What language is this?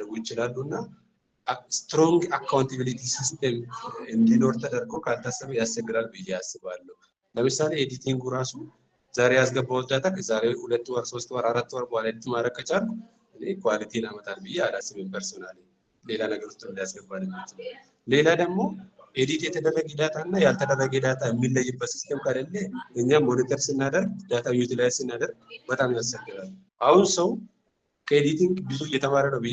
Amharic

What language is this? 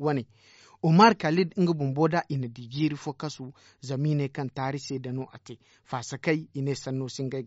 Zarma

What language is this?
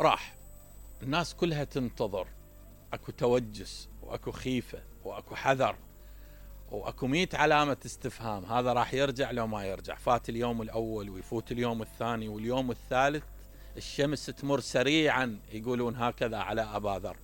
Mesopotamian Arabic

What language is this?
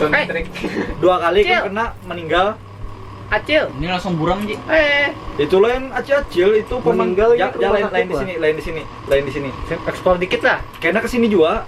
Banjar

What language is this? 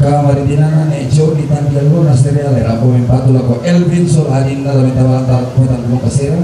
Toraja-Sa'dan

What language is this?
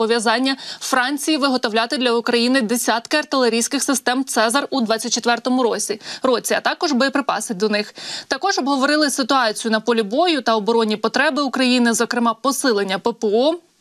Ukrainian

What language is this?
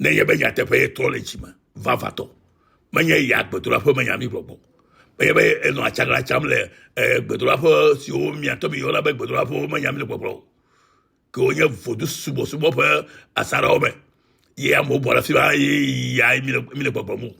Ewe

